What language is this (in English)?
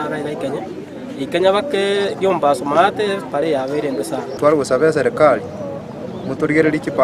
Gusii